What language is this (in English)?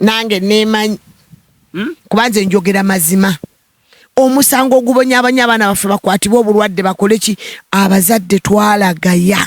Ganda